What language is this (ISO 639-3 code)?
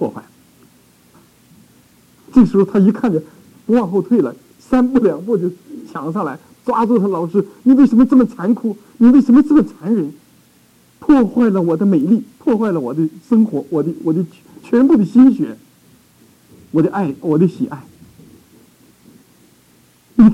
zho